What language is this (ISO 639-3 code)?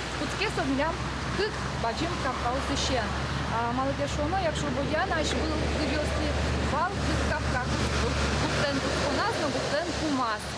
udm